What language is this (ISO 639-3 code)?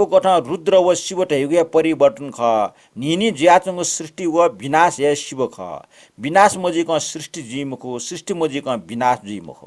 new